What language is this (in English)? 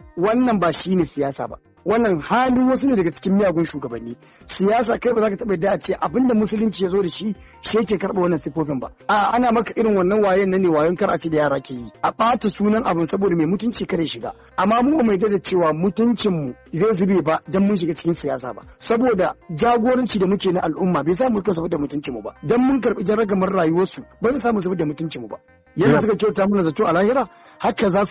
Hausa